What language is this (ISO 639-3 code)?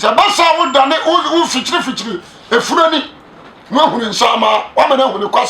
aka